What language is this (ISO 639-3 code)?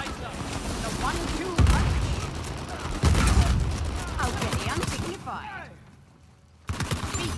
eng